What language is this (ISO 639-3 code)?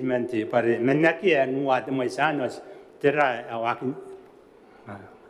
gil